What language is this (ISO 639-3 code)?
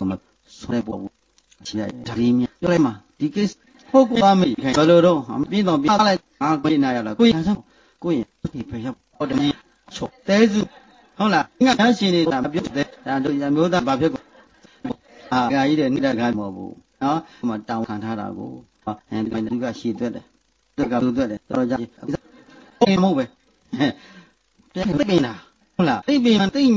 mya